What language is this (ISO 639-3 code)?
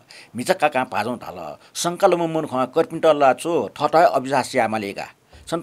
new